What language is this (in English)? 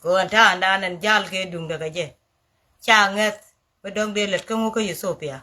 Nuer